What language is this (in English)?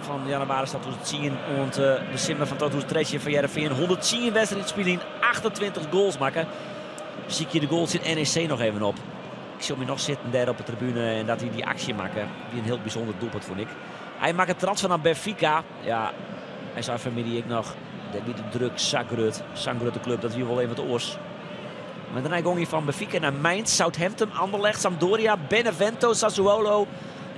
Western Frisian